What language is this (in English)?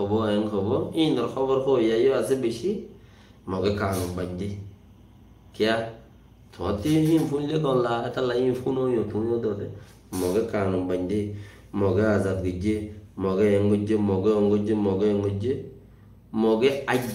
Rohingya